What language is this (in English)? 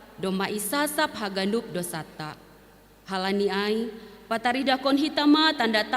Batak Simalungun